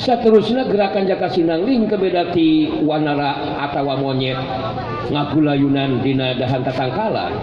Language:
Sundanese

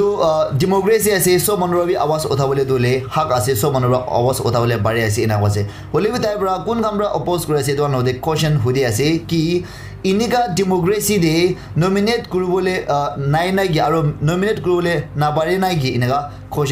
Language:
Naga Pidgin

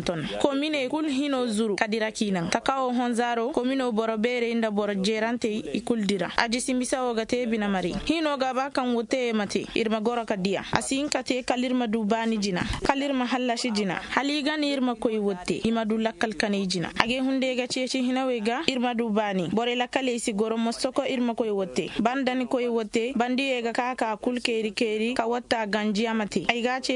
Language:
Zarma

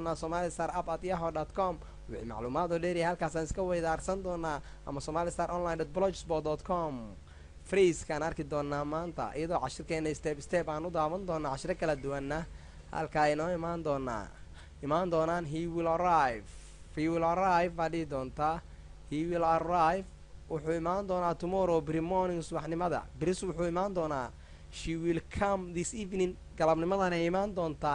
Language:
Somali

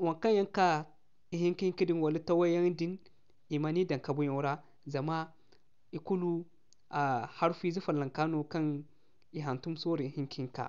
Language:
Zarma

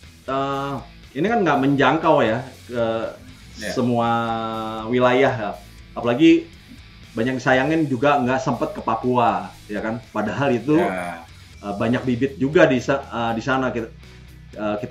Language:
Indonesian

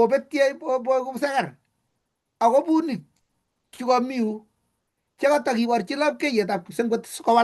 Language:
Kalenjin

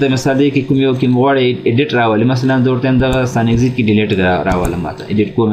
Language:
Pashto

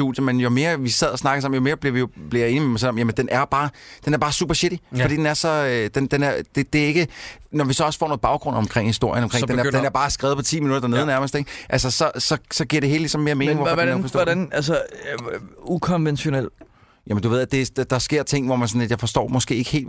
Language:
Danish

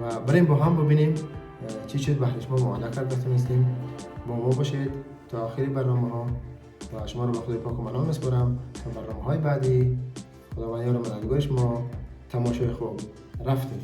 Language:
Tajik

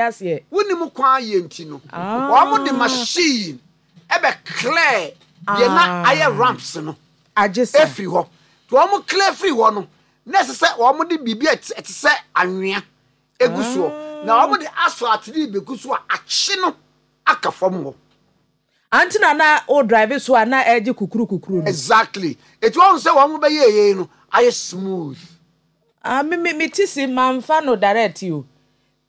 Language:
Akan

